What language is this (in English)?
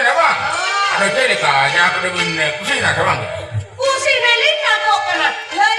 Santali